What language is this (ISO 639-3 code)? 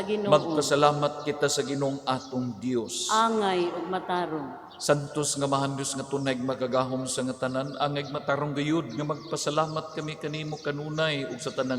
ceb